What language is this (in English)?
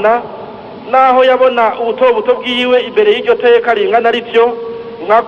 Rundi